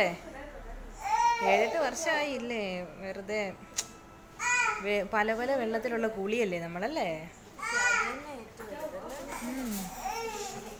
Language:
Malayalam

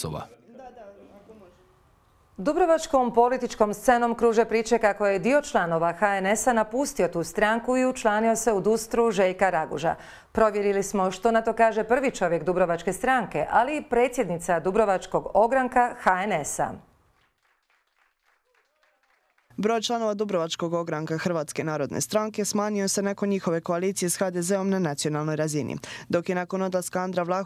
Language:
Croatian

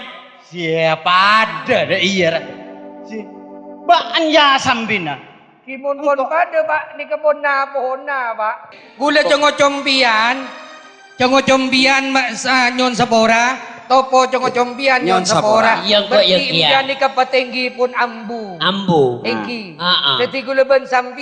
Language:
Madurese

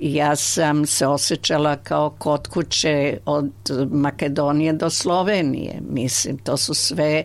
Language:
Serbian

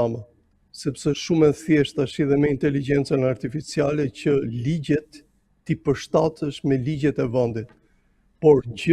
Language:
Albanian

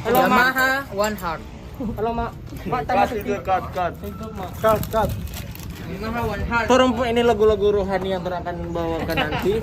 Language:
Manado Malay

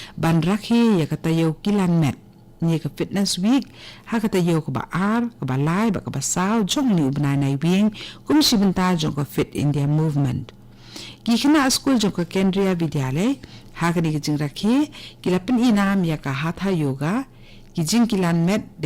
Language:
Khasi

